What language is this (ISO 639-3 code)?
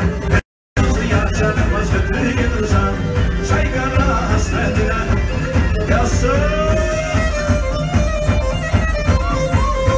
tur